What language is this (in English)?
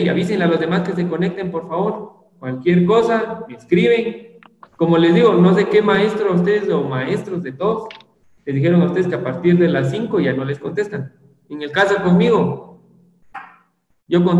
Spanish